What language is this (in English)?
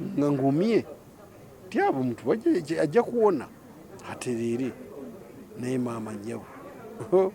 Ganda